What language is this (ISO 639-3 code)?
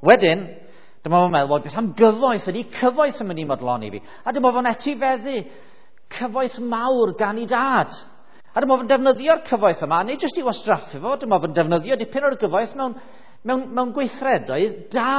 cym